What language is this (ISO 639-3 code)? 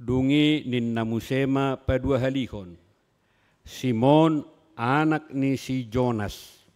bbc